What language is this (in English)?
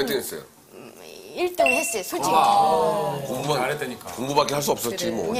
Korean